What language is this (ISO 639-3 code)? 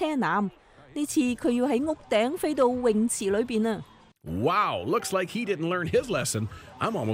yue